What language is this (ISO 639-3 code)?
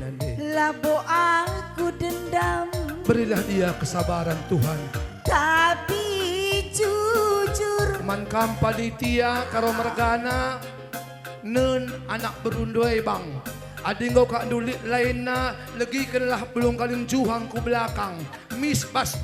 btx